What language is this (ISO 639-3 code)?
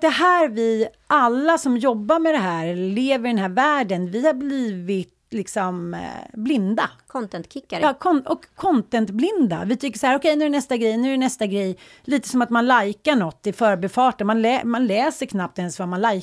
swe